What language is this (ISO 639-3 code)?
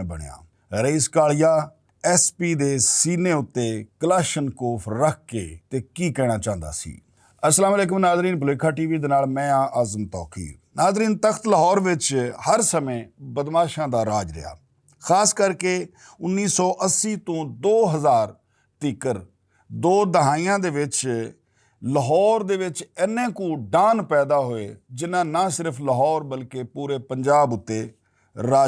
lah